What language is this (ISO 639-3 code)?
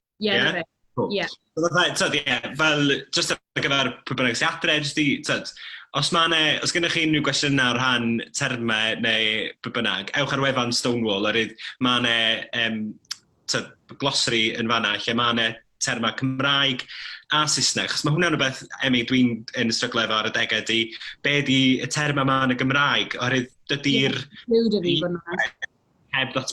cym